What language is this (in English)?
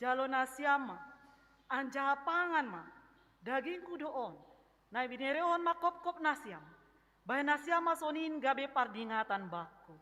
Batak Simalungun